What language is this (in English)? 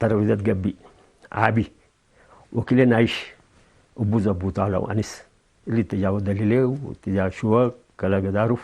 Tigre